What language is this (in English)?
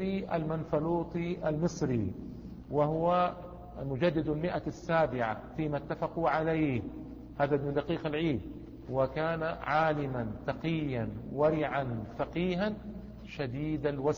Arabic